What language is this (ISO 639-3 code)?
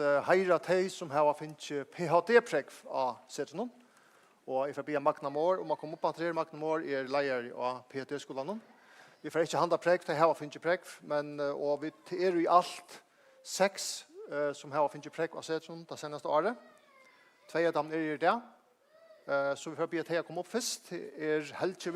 fao